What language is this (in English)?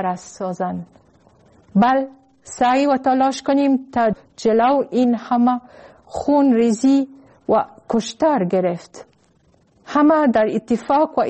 Persian